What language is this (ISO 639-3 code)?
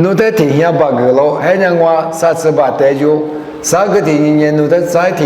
lis